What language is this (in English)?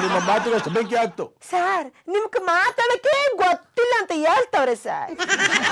Kannada